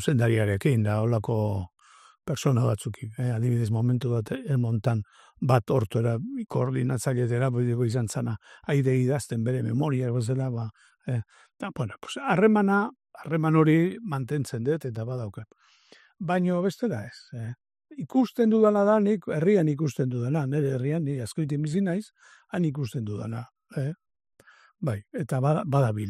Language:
Basque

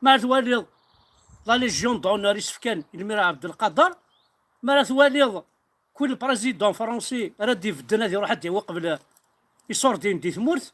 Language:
Kabyle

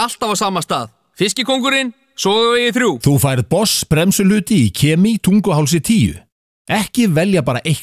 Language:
Icelandic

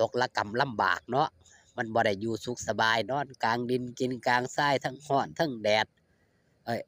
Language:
Lao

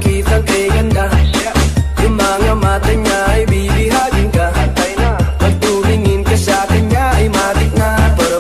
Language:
Filipino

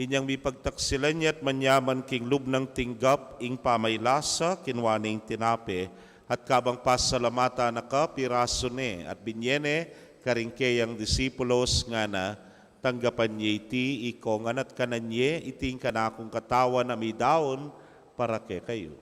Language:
Pampanga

